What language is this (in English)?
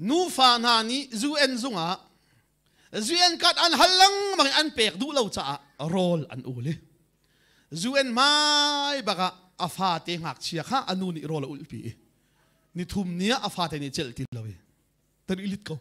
Hakha Chin